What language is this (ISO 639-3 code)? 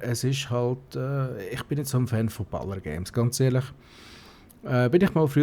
gsw